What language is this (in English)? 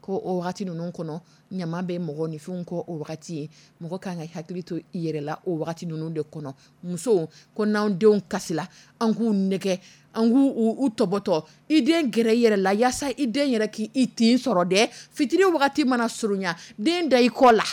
Dyula